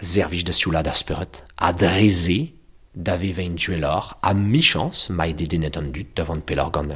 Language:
Breton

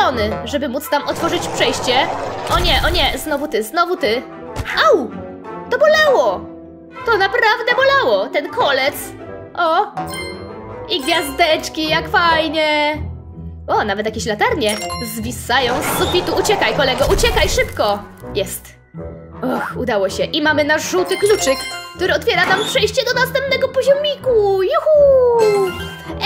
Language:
Polish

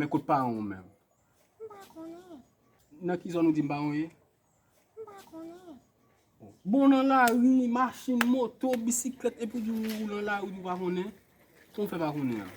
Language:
Haitian Creole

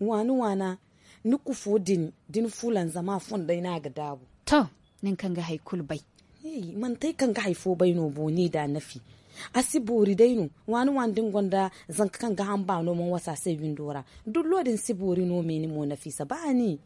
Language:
Zarma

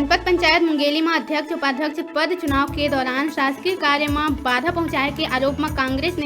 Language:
Chhattisgarhi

